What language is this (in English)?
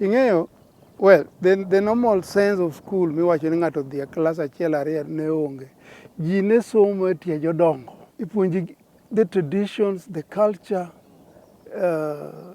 Luo (Kenya and Tanzania)